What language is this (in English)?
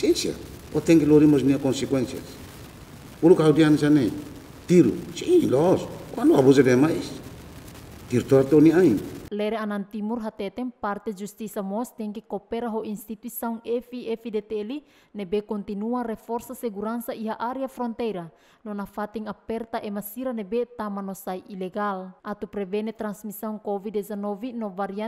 Tetum